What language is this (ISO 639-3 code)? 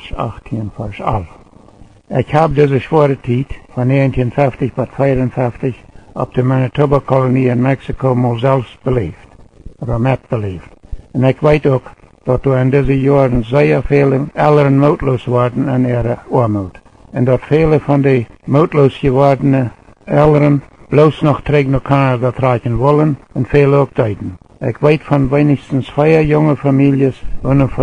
pdt